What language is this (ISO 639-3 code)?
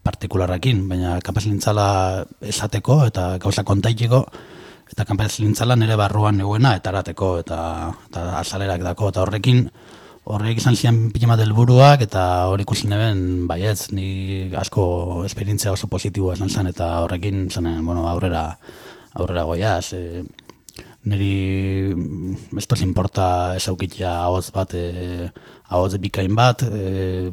eus